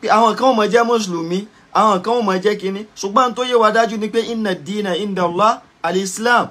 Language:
Yoruba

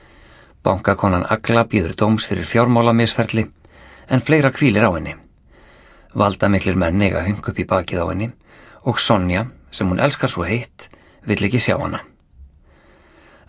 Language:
Icelandic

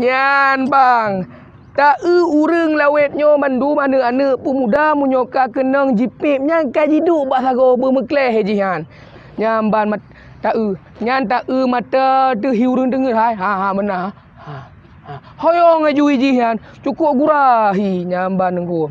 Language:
Achinese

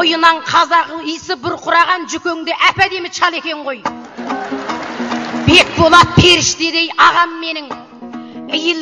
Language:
Kazakh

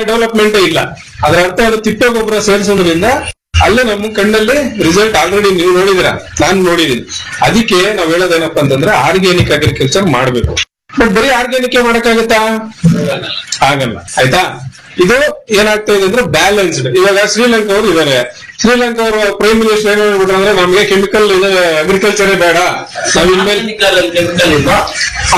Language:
Kannada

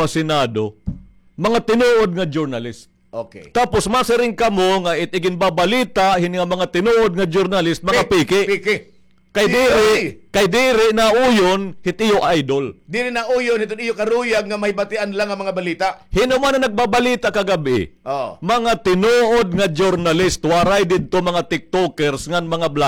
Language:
Waray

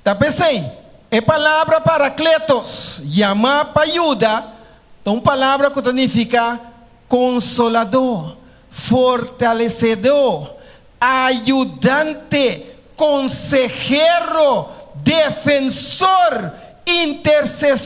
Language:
Papiamento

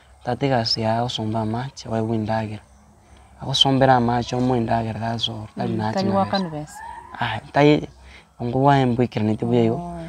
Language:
Gusii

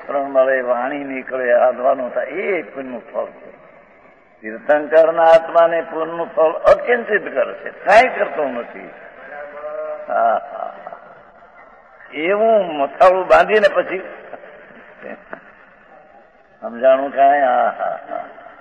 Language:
Gujarati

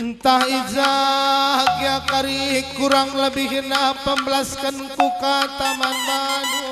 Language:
Batak Karo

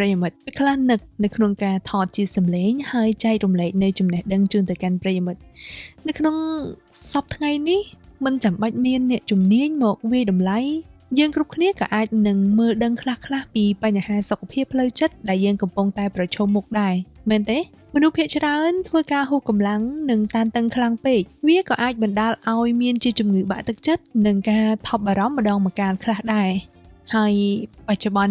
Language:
Khmer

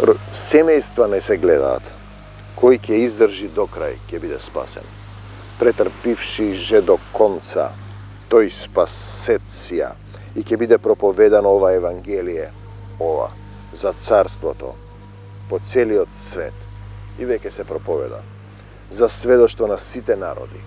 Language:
Macedonian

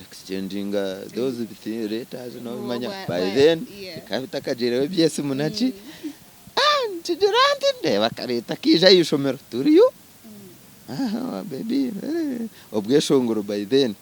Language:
Nyankole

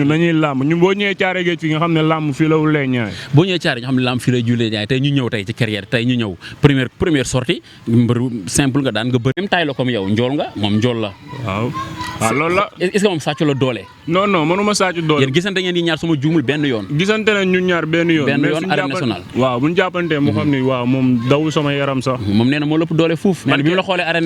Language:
Wolof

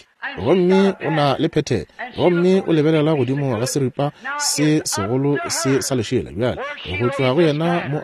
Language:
Northern Sotho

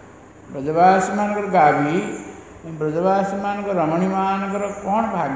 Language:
Odia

